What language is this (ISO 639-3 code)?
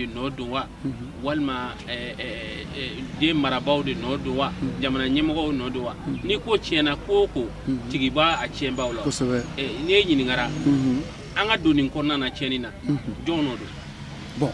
bam